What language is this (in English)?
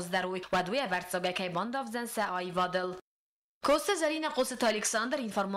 Ossetic